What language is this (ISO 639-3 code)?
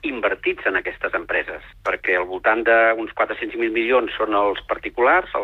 cat